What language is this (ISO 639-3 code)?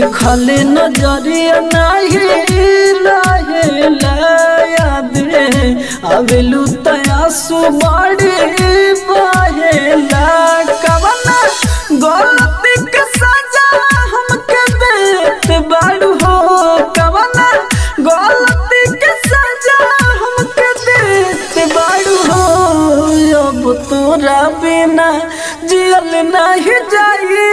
bho